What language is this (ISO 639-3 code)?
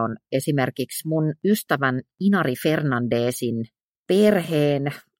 fin